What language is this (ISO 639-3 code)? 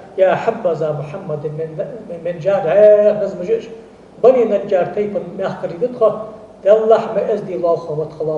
inh